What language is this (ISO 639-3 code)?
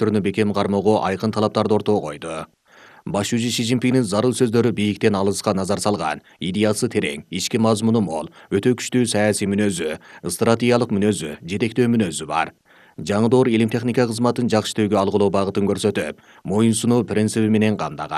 kir